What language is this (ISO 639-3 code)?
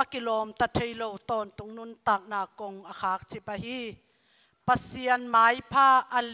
ctd